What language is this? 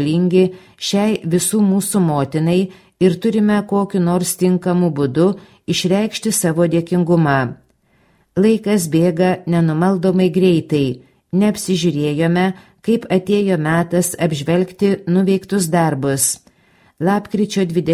Lithuanian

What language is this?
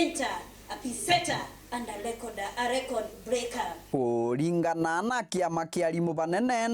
Meru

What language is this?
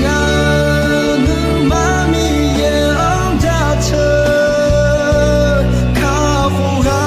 Akha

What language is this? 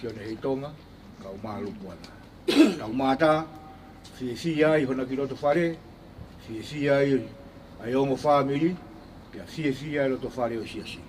Tongan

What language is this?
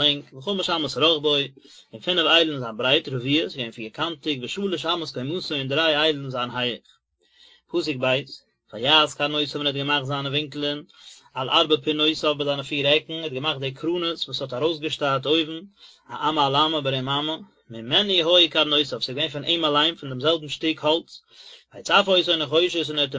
Yiddish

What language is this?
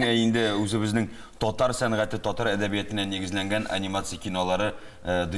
Tatar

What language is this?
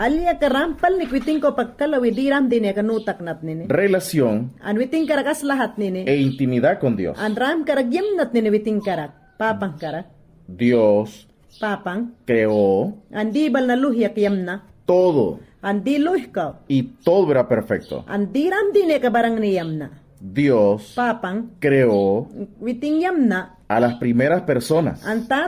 Mayangna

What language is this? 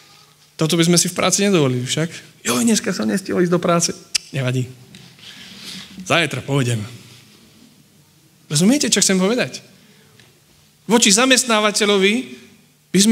Slovak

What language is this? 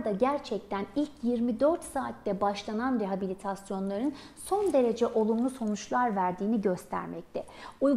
Turkish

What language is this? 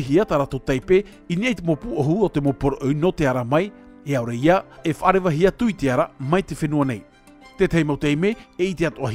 Tahitian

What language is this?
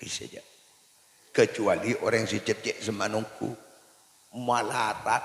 Madurese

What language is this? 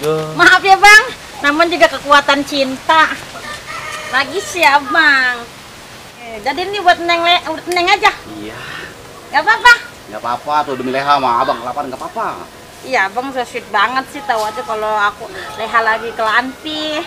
Betawi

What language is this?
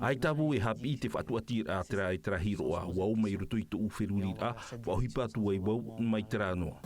Tahitian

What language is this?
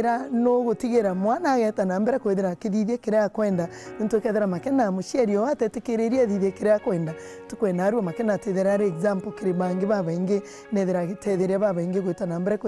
Meru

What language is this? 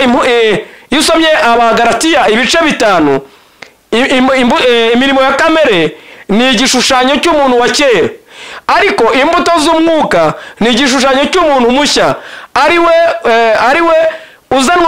Kinyarwanda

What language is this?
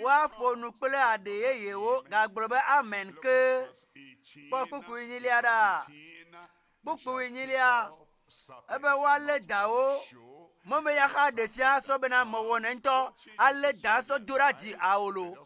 Ewe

